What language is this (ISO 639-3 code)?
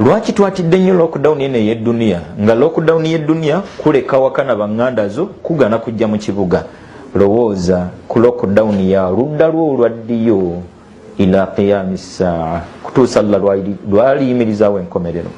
lug